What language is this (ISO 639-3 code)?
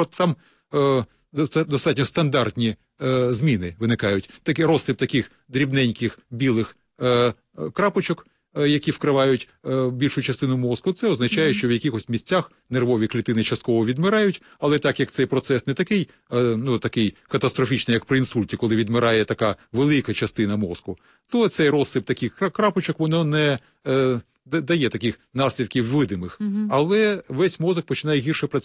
ukr